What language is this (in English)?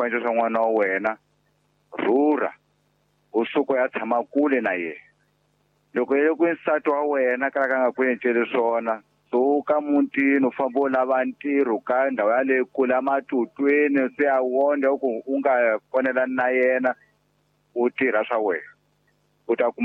Tsonga